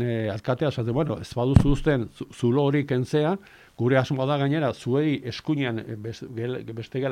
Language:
Basque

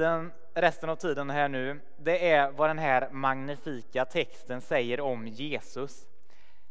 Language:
Swedish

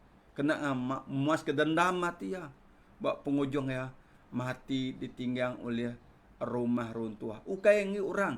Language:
Iban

